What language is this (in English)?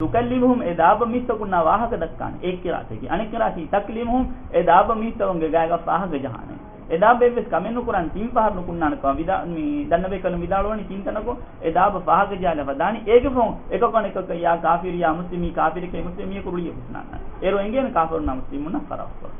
Divehi